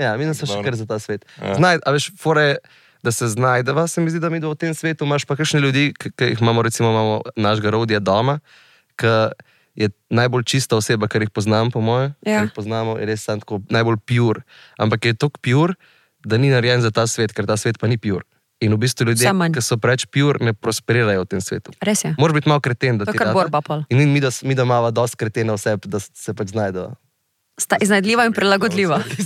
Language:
Slovenian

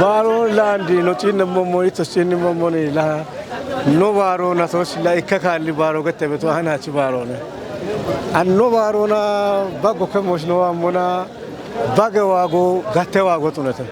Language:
Kafa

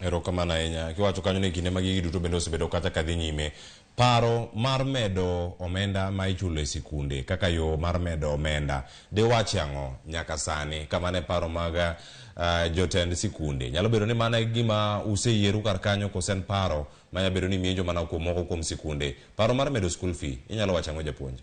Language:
Luo (Kenya and Tanzania)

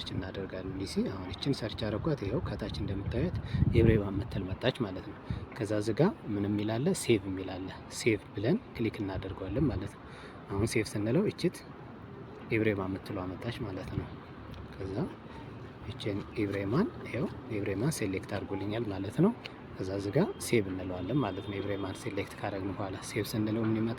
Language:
Amharic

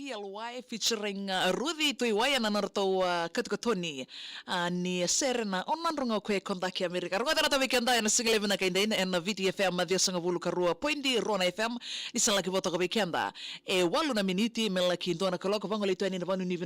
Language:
Fijian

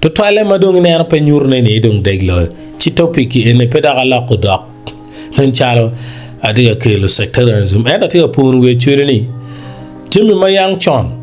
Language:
Acoli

